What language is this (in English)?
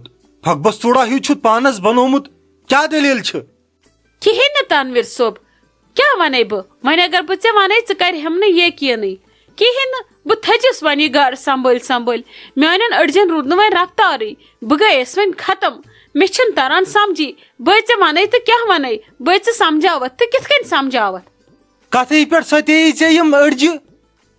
Kashmiri